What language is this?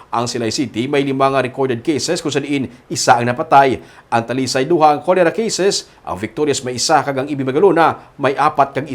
Hiligaynon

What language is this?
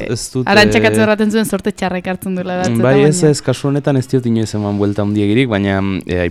Basque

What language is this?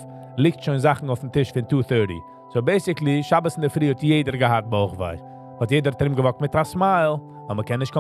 Yiddish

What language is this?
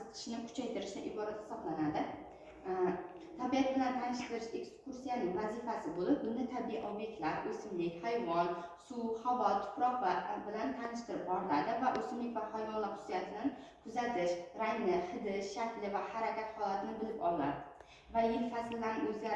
Uzbek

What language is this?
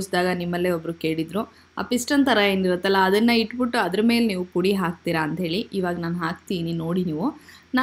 Kannada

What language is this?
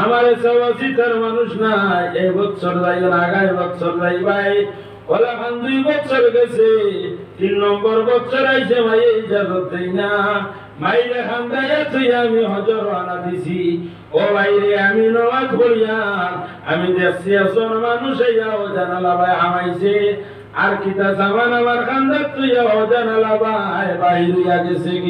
Sylheti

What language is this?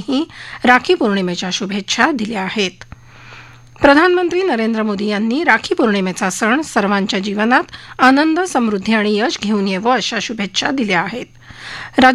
Marathi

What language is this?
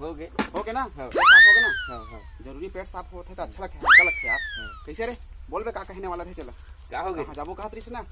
Chhattisgarhi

